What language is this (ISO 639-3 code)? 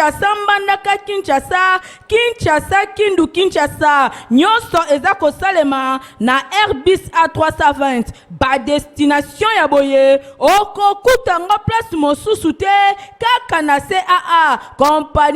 lin